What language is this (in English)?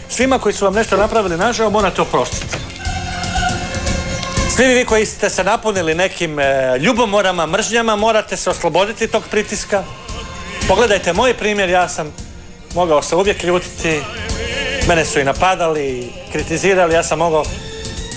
Croatian